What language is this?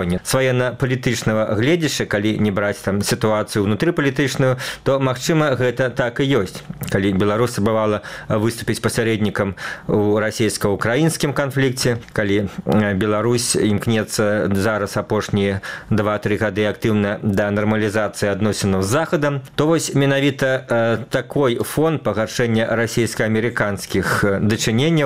Belarusian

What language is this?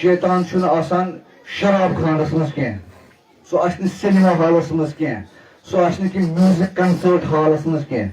Kashmiri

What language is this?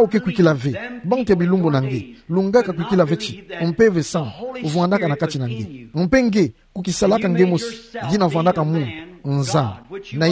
Kituba (Democratic Republic of Congo)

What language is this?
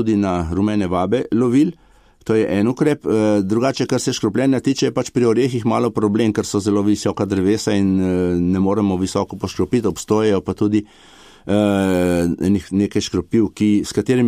Slovenian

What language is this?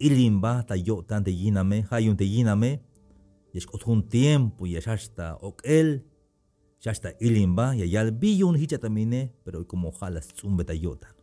Tzeltal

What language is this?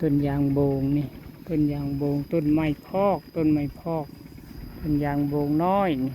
Lao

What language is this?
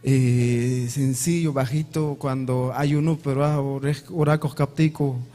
Ayacucho Quechua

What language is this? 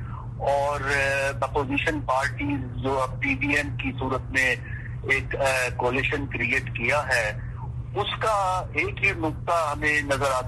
Urdu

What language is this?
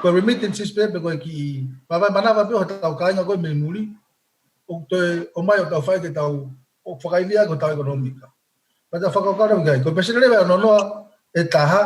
Tongan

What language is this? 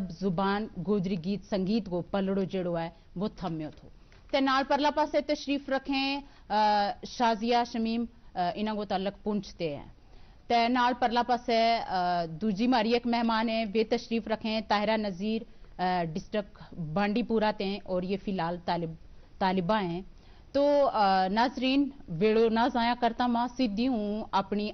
Gujari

